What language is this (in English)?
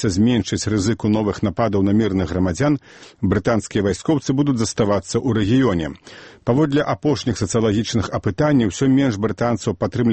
Belarusian